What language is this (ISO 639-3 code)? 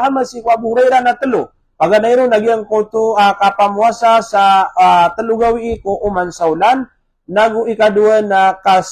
mrw